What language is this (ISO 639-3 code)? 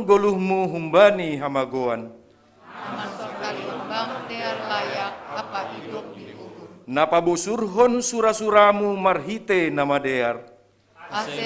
bts